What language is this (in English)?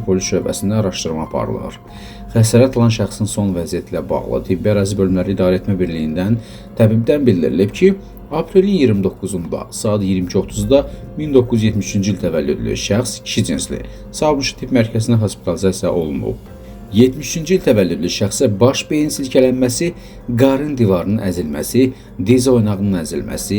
Azerbaijani